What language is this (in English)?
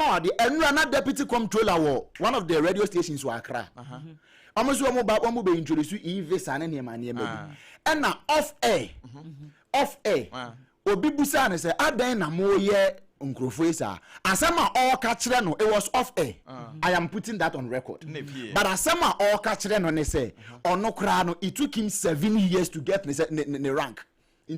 Akan